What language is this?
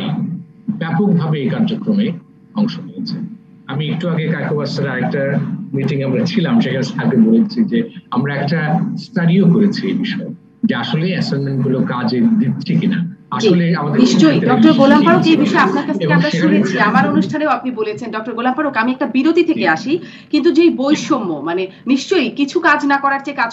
Bangla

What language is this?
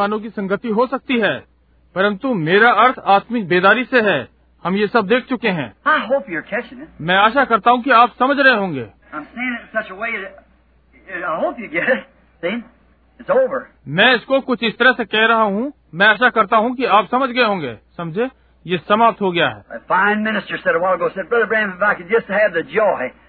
Hindi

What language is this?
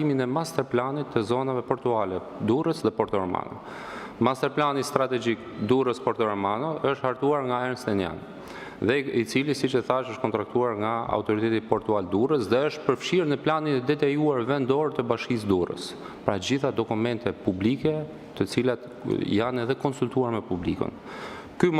Albanian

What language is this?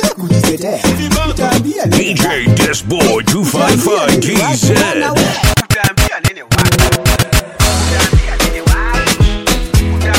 Swahili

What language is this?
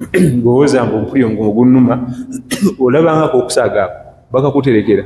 Ganda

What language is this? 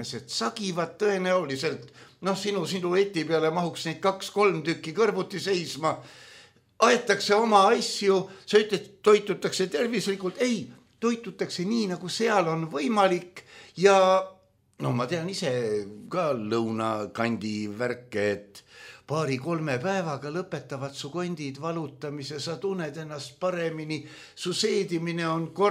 Estonian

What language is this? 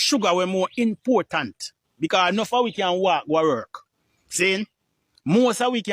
Jamaican Creole English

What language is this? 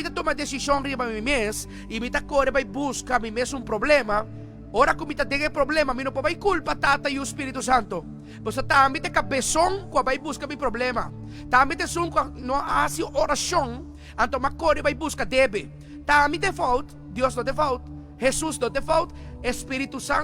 Papiamento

